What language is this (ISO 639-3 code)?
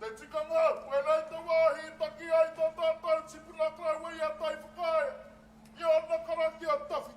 mri